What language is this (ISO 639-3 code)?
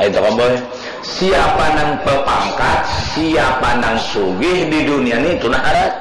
bjn